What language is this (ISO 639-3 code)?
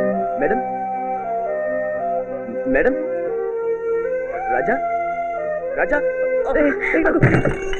tam